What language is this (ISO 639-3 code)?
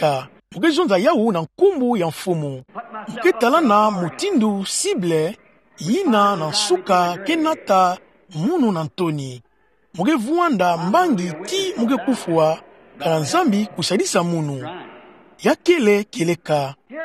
ktu